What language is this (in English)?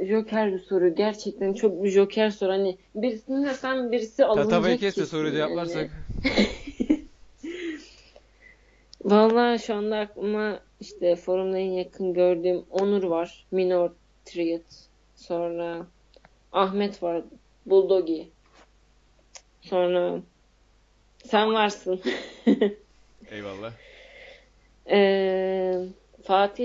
Turkish